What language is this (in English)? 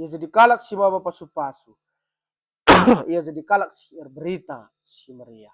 Batak Karo